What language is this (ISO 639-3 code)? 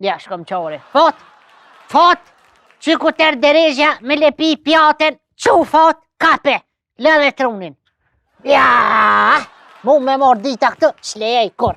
sqi